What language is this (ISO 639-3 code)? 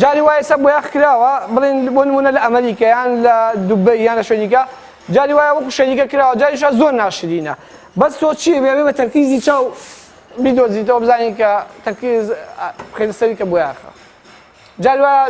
ckb